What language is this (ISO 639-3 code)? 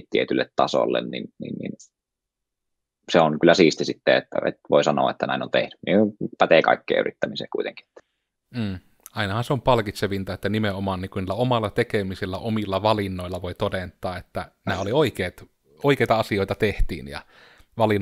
fin